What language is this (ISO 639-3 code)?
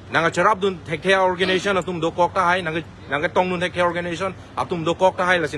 mjw